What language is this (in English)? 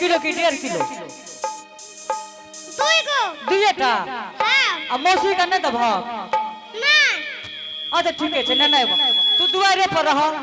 Angika